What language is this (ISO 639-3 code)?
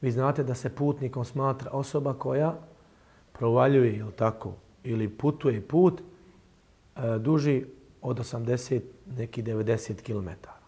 bos